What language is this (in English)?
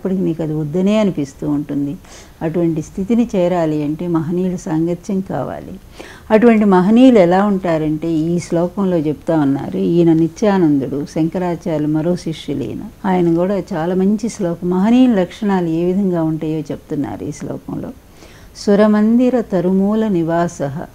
Telugu